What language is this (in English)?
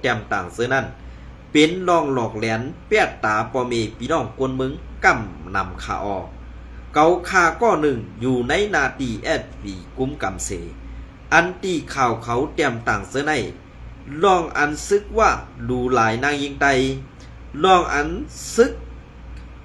Shan